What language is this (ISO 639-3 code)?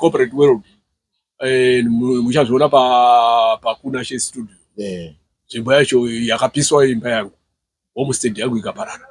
sna